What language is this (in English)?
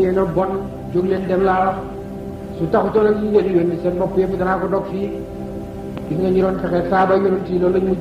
Wolof